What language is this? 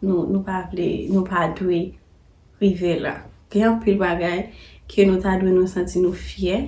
Haitian Creole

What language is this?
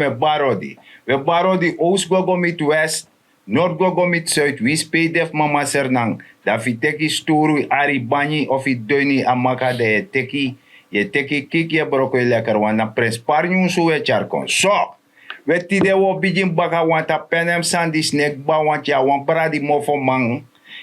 Sranan Tongo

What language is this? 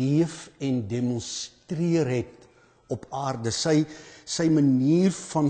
Afrikaans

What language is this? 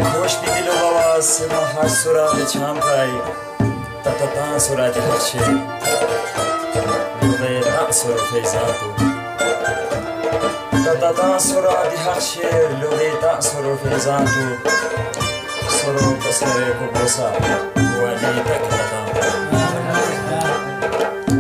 Khowar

